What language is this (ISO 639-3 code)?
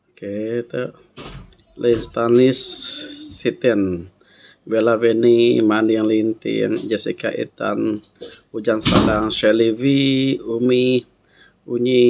iba